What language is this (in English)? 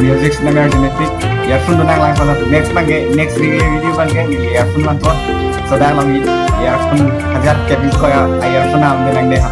Karbi